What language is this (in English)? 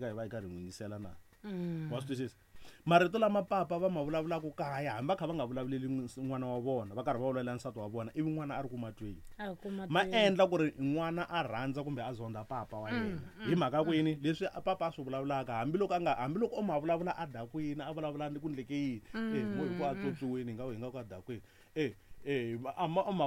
Tsonga